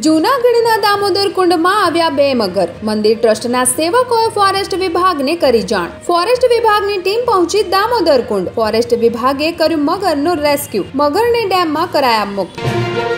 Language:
Gujarati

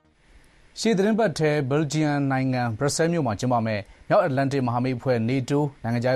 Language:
Burmese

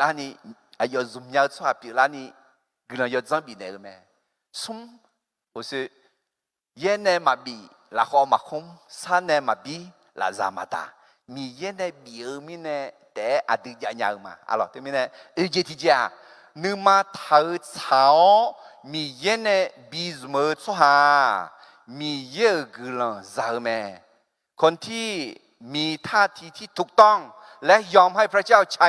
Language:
Akha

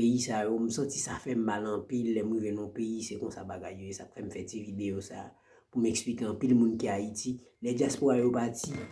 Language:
Haitian Creole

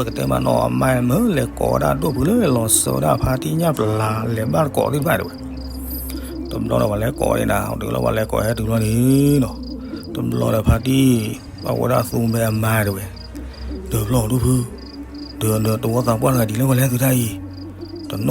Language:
S'gaw Karen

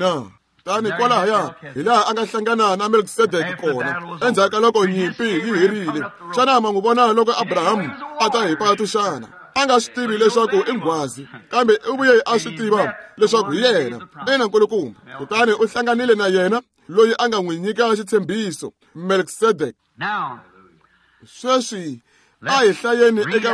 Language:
Tsonga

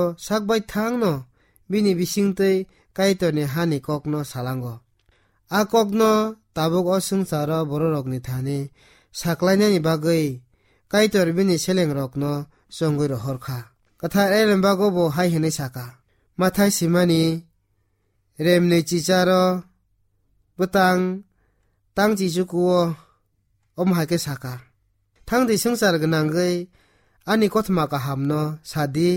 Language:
Kok Borok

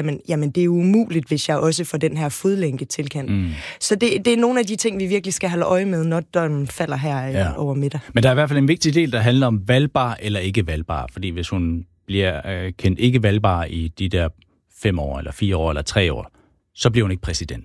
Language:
Danish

